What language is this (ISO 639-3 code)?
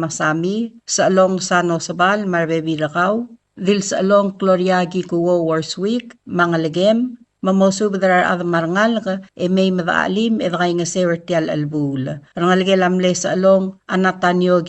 pau